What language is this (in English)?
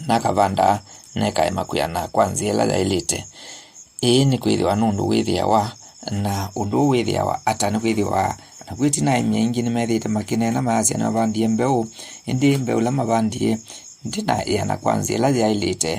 Kamba